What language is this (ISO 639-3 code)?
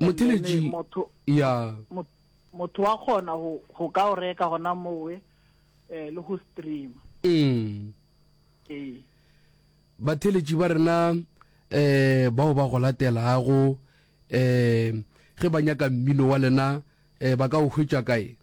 nso